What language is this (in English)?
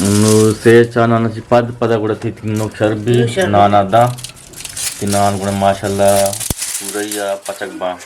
Eastern Balochi